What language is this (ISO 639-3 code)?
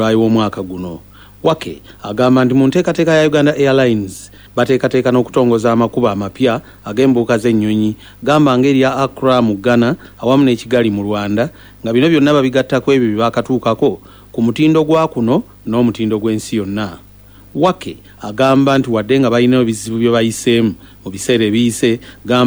lug